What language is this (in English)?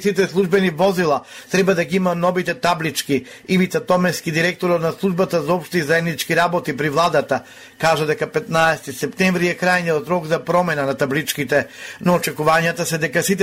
Macedonian